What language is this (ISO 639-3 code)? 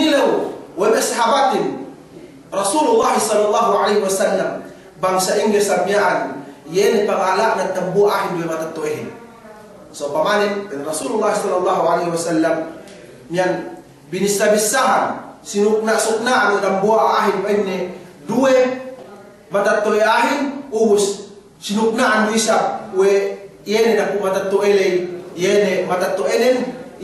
yka